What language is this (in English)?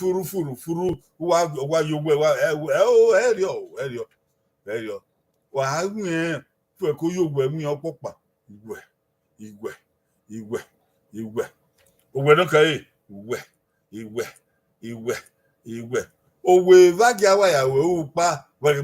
Bini